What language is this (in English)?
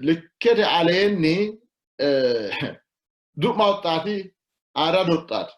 Sidamo